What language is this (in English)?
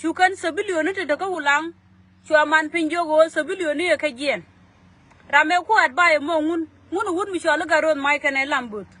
Nuer